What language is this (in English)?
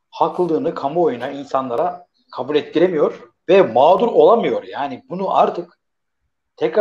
Turkish